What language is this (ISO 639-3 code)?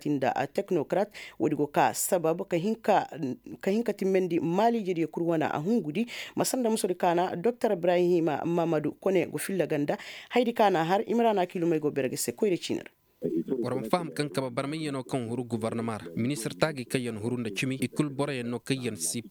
ses